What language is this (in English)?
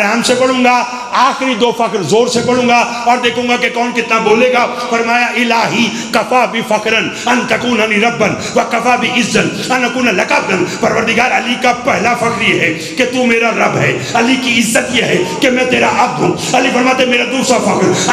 Urdu